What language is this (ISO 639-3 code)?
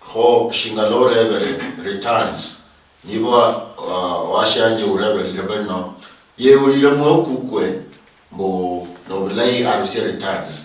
luy